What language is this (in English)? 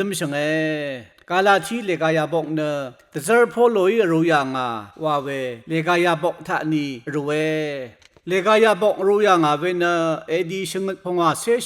Rawang